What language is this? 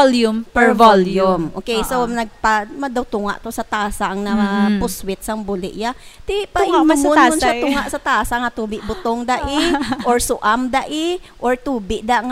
Hiligaynon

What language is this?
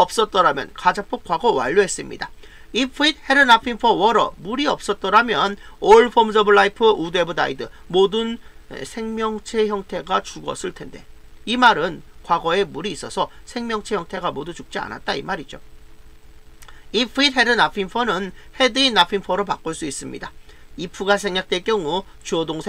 Korean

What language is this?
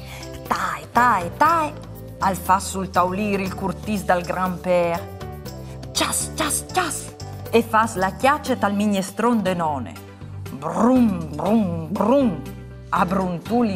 Friulian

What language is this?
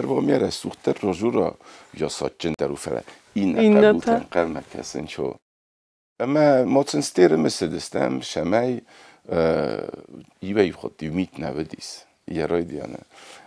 Ossetic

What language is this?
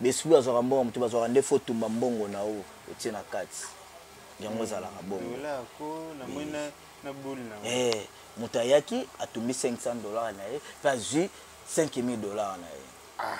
Lingala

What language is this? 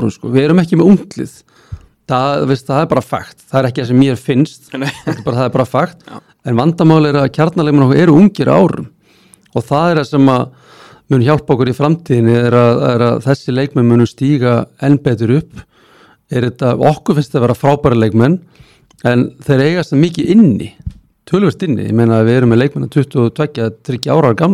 Icelandic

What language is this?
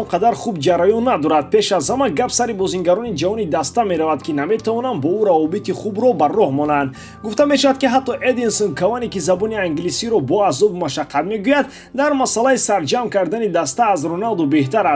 Tajik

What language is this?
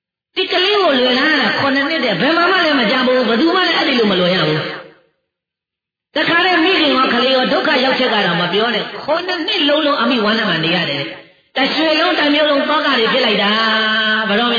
Burmese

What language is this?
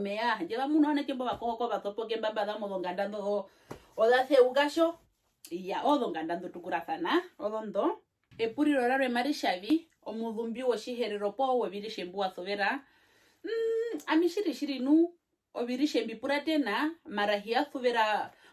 Herero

